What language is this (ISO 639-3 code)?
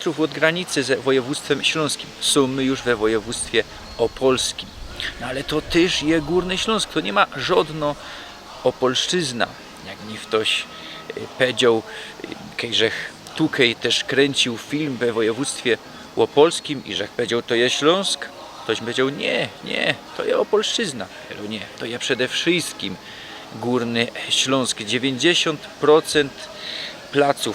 szl